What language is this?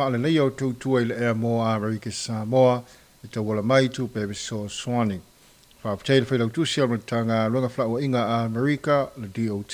Samoan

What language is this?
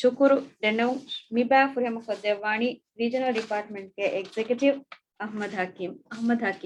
Divehi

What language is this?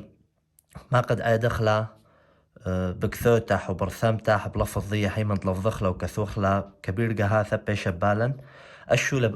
Assyrian Neo-Aramaic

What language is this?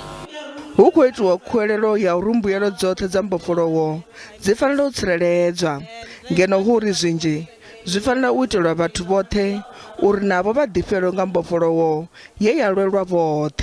Venda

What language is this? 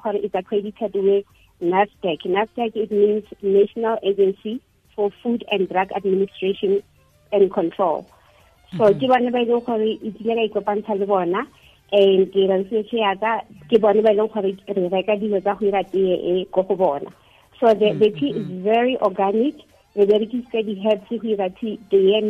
Tswana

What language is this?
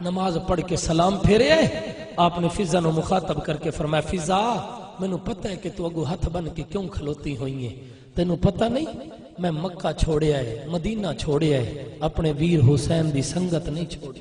Saraiki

